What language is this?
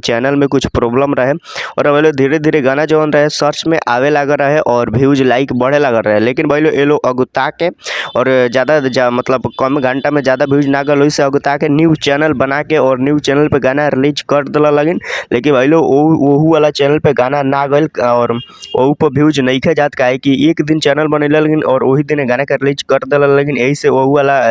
Bhojpuri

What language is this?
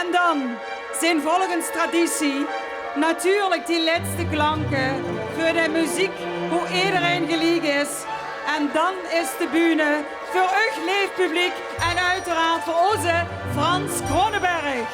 Limburgish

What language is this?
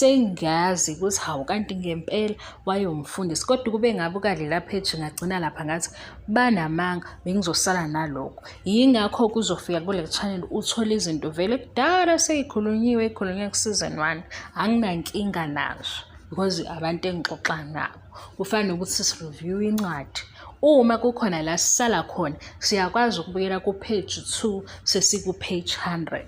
Zulu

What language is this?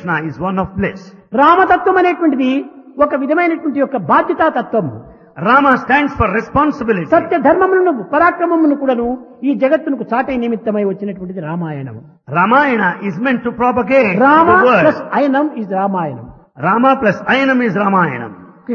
Telugu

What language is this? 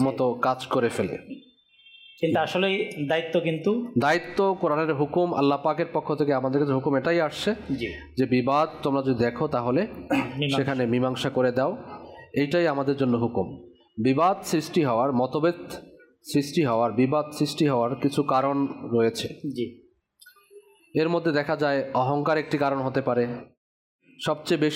Bangla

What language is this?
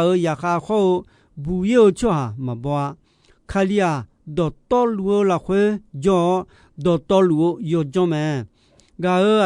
Akha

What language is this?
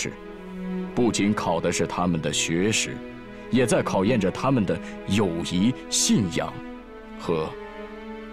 Chinese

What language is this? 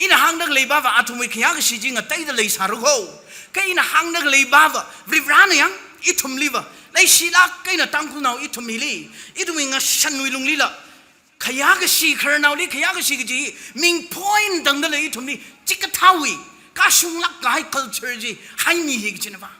Tangkhul Naga (India)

